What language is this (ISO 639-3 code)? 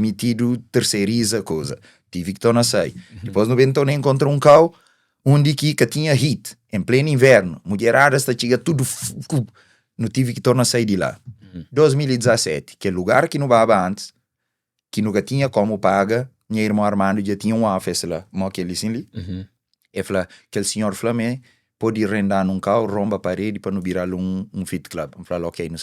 kea